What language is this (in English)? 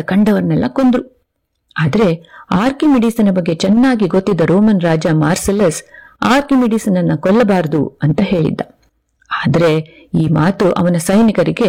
Kannada